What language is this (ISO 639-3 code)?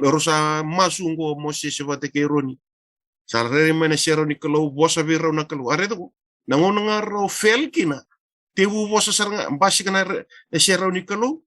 fij